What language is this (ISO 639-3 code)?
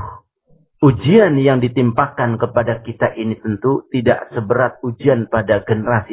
ind